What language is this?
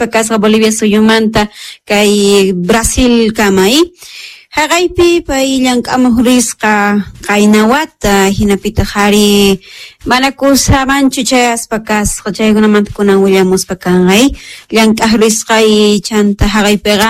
South Bolivian Quechua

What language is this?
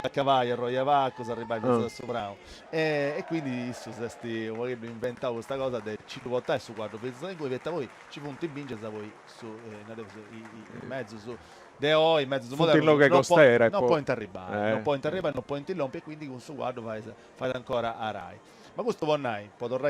Sardinian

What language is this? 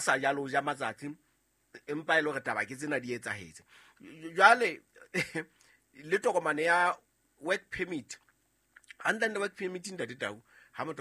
Southern Sotho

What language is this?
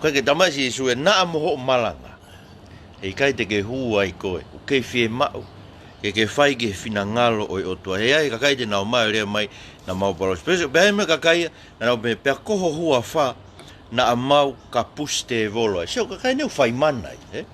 Tongan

